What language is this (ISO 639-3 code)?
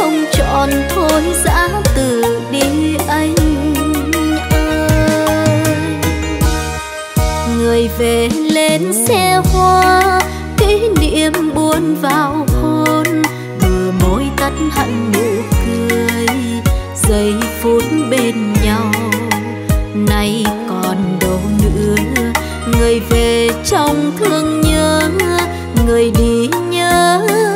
vie